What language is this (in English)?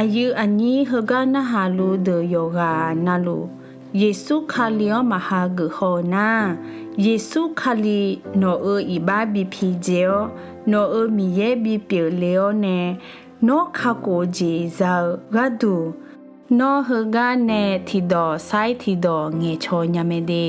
Akha